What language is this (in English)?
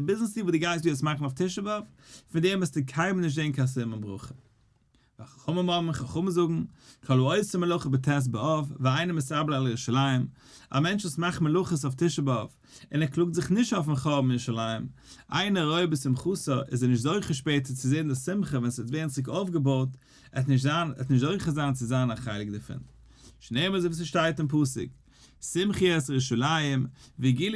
Yiddish